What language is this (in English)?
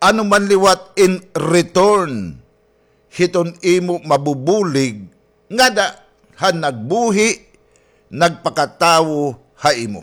Waray